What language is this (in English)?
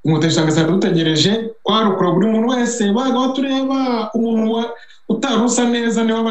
Kinyarwanda